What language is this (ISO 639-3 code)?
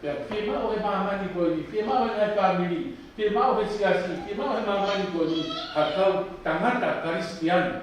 ton